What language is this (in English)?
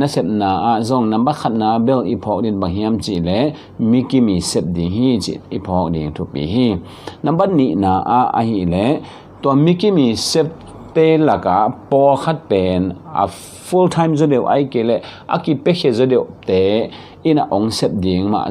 Tedim Chin